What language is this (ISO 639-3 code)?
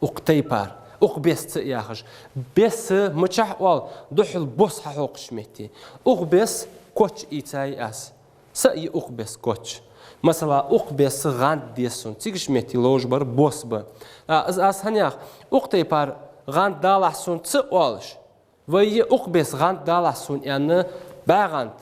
inh